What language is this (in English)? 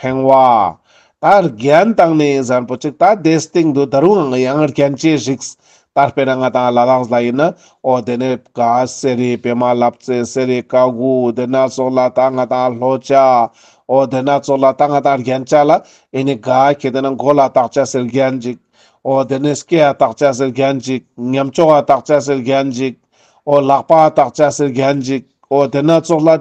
Ladakhi